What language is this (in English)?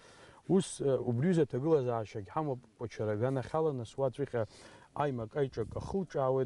Abkhazian